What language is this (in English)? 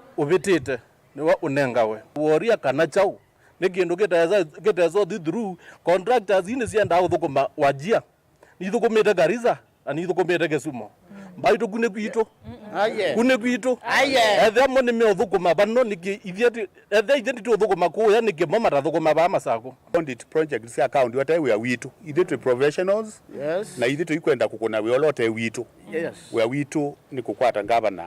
Kamba